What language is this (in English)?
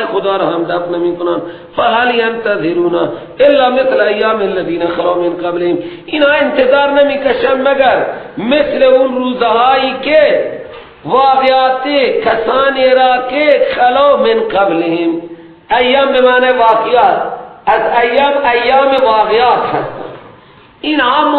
Persian